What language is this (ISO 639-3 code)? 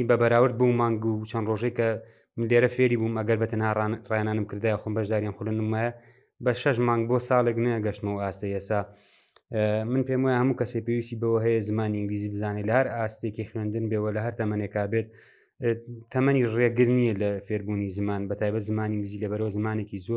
ckb